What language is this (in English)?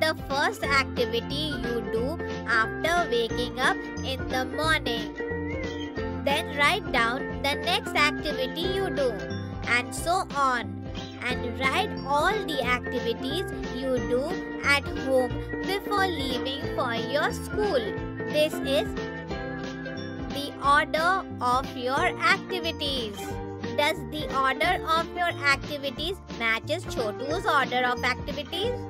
English